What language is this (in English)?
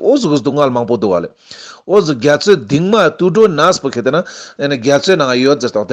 Ladakhi